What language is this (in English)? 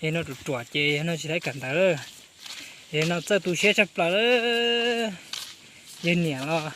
Hmong